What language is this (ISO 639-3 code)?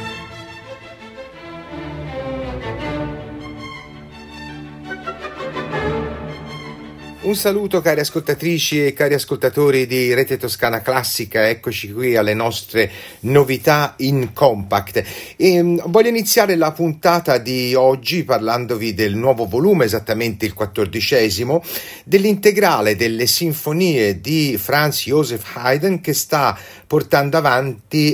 ita